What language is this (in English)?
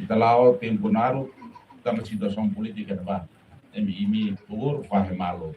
Tetum